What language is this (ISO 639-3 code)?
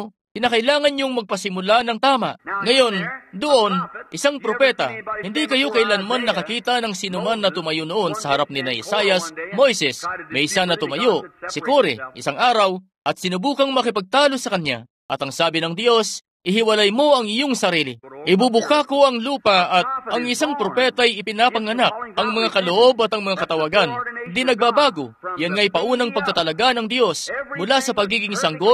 fil